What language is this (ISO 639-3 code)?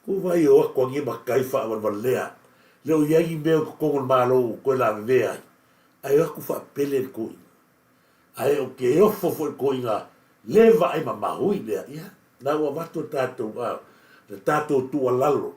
smo